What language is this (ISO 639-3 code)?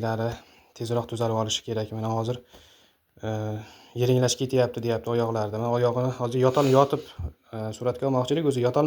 uzb